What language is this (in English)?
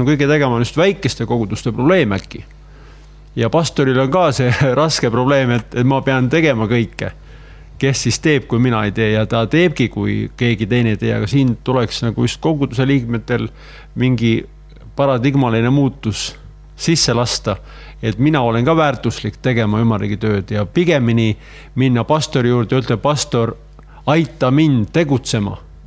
Estonian